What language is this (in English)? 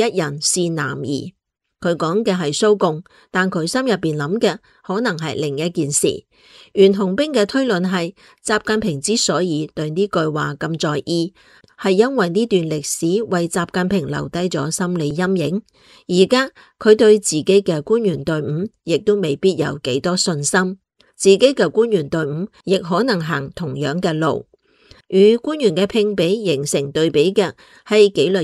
Cantonese